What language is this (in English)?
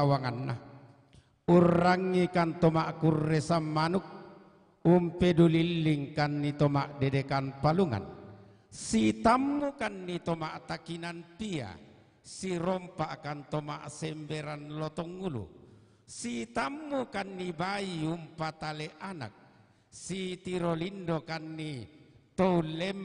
Toraja-Sa'dan